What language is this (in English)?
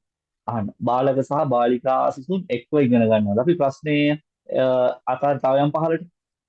Sinhala